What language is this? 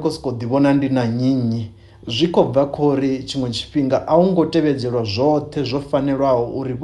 Venda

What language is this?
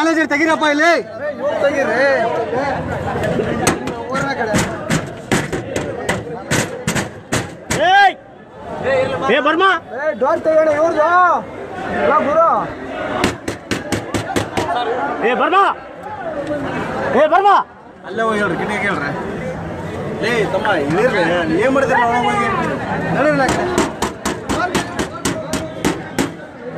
Kannada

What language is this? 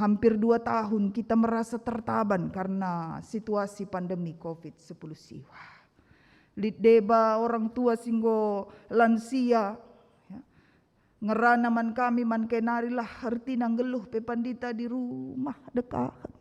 Batak Karo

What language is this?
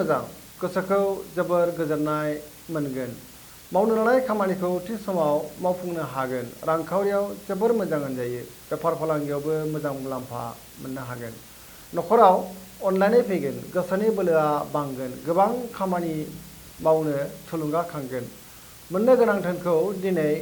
Bodo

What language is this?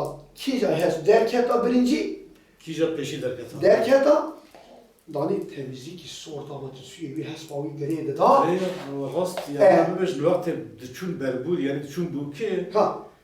Kurdish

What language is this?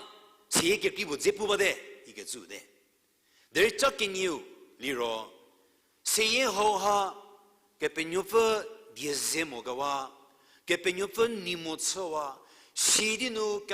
Angami Naga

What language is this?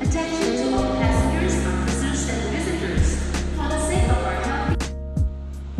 Musi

